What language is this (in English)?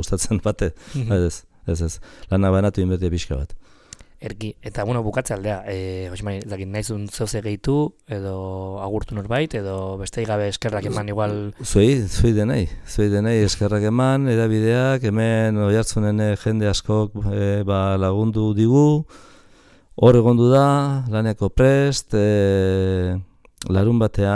Basque